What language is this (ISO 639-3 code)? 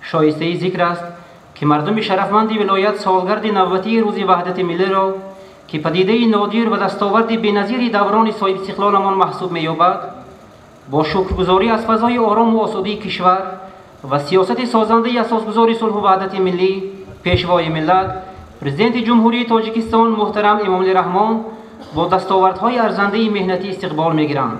tgk